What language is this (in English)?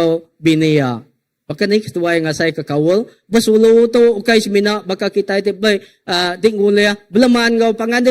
Iban